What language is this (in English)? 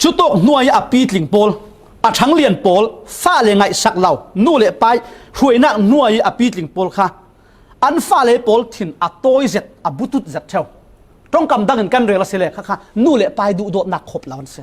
Falam Chin